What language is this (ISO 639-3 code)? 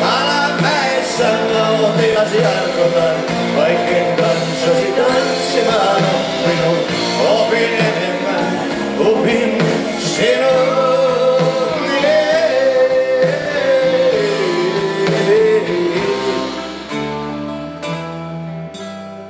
fin